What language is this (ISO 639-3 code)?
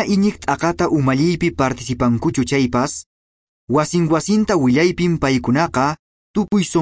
que